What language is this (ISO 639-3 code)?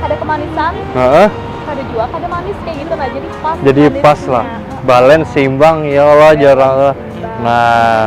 bjn